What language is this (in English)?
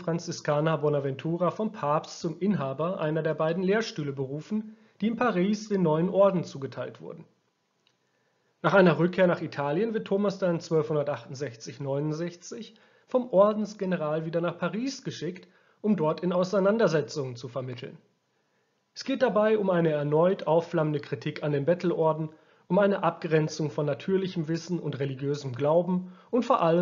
German